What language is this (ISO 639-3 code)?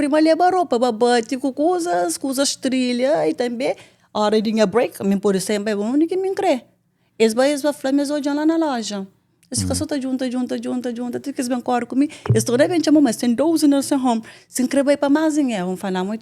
kea